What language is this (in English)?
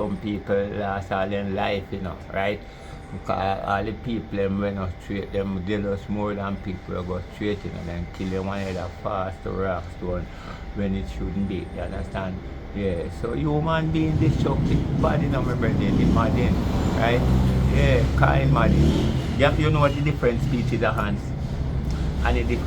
Jamaican Creole English